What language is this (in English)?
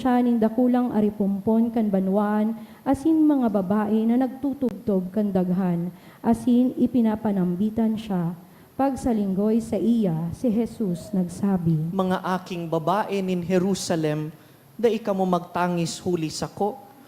Bikol